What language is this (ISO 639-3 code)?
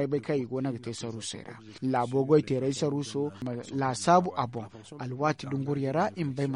dje